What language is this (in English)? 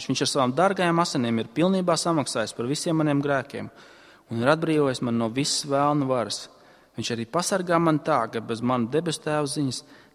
Latvian